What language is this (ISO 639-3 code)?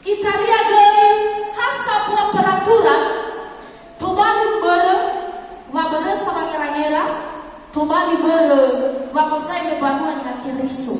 nia